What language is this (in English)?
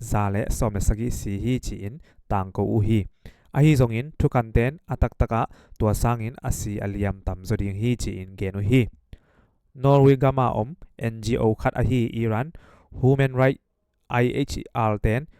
Tedim Chin